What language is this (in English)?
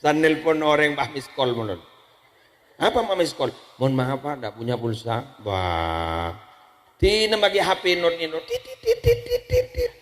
Madurese